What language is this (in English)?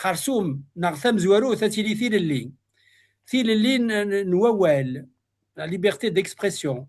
Kabyle